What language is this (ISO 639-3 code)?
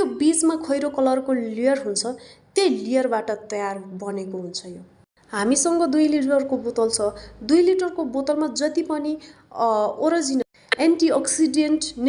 nep